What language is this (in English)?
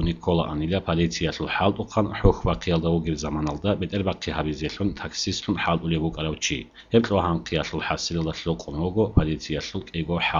Avaric